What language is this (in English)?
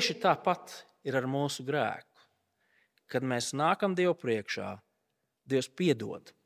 Latvian